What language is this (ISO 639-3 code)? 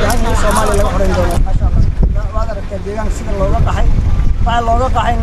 som